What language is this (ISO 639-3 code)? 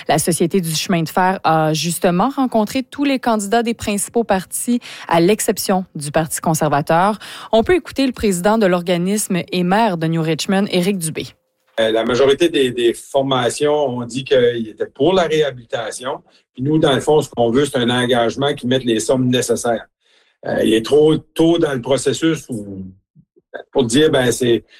fra